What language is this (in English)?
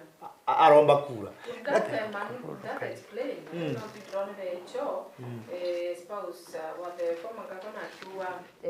Meru